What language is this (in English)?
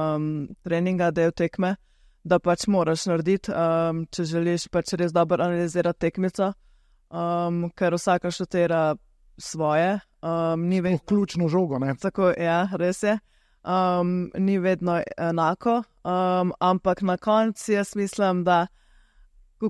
Slovenian